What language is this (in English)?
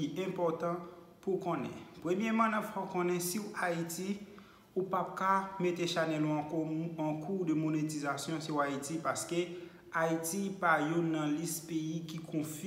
Haitian Creole